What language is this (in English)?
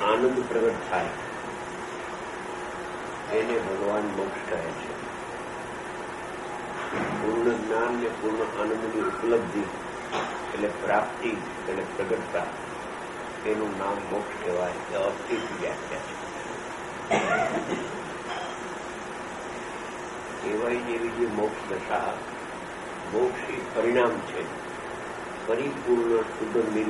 Gujarati